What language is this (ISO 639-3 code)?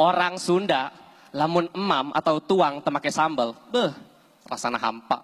sun